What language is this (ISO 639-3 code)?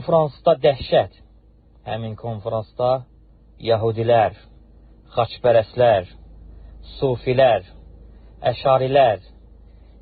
aze